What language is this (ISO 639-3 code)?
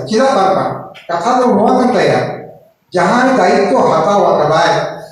sat